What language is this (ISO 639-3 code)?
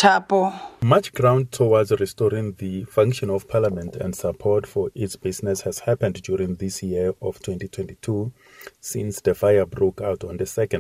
eng